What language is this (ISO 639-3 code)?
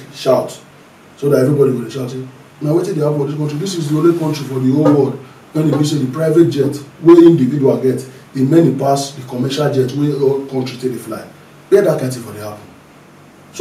pcm